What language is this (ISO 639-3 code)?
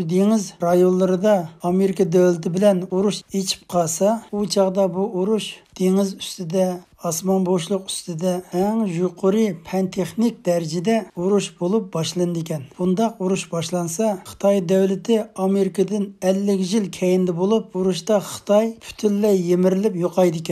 uig